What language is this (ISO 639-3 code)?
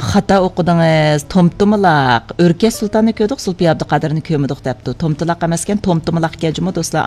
uig